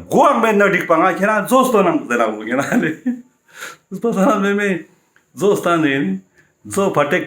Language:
Ladakhi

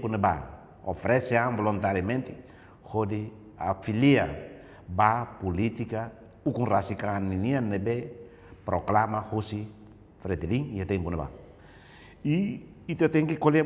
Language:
Tetum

